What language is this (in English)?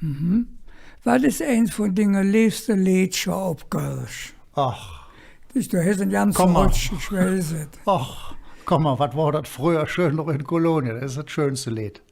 Colognian